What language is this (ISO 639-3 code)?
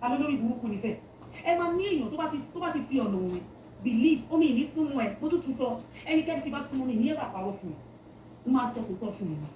yor